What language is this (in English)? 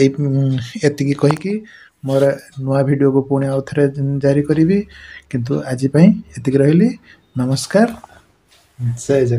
Odia